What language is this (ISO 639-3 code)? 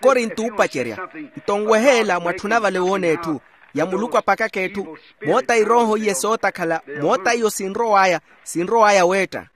vmw